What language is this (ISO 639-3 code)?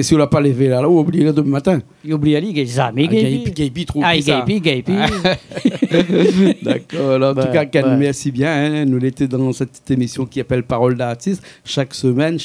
rcf